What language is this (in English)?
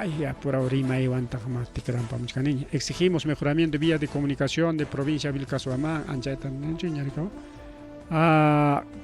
Ayacucho Quechua